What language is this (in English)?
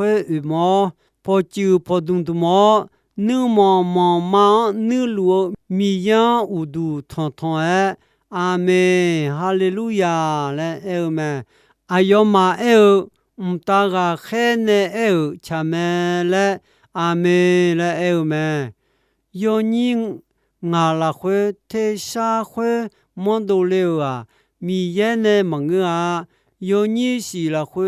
Akha